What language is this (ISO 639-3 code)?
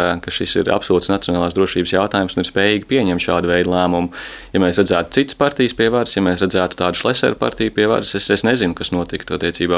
lav